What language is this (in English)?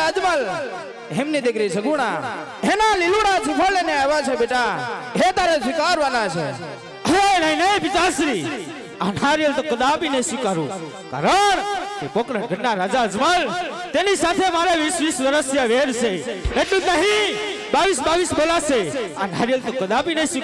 Gujarati